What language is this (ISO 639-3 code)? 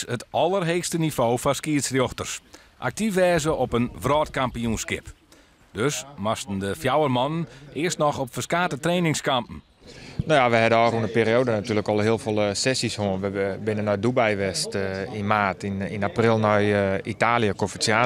fry